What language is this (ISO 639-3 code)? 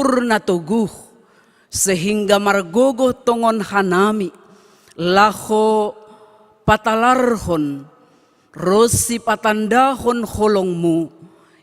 bts